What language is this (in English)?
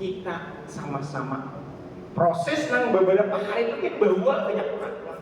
Banjar